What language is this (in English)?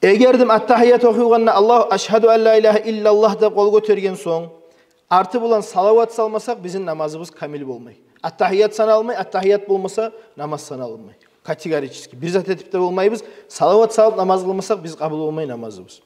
Kumyk